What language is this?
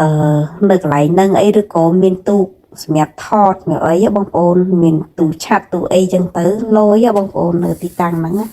Khmer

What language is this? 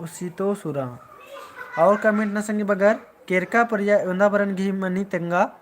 Kurukh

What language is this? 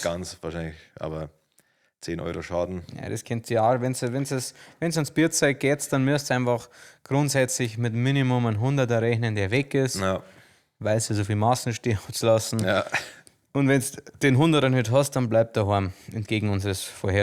Bavarian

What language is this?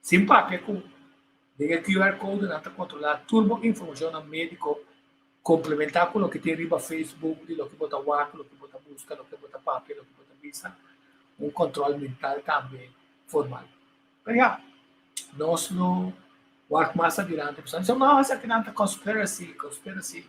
Papiamento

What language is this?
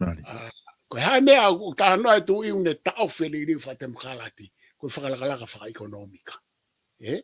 Tongan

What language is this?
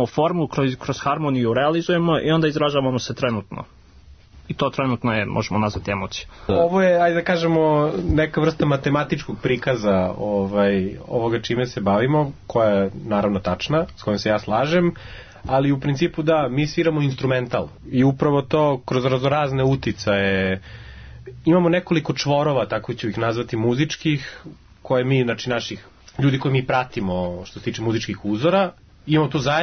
Serbian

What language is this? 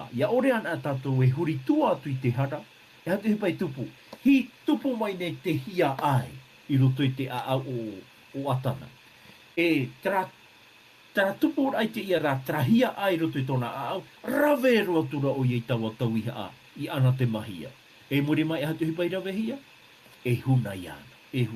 Tahitian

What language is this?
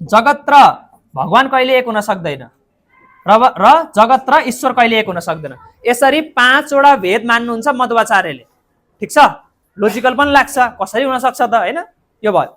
Nepali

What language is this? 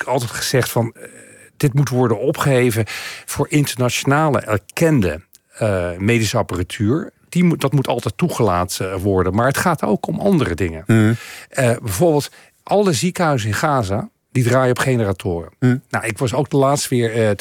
Dutch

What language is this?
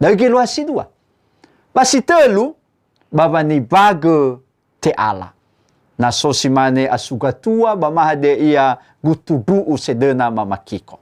Nias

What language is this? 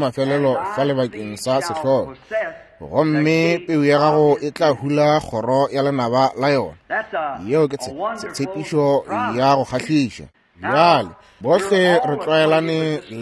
Northern Sotho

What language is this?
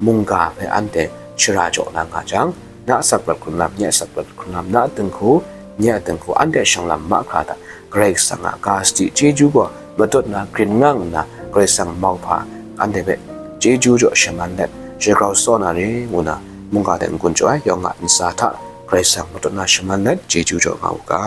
Kachin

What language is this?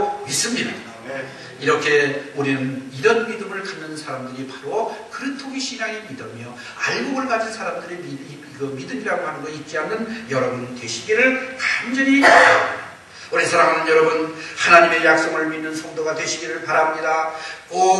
Korean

